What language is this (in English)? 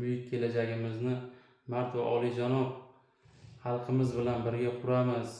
Uzbek